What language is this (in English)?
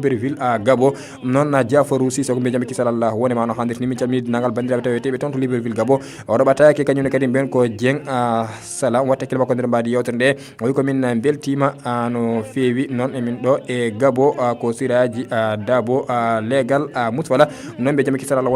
Fula